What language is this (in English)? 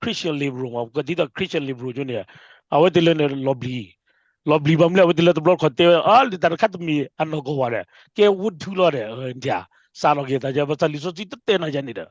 S'gaw Karen